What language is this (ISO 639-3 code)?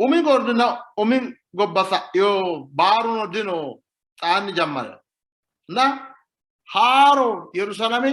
sid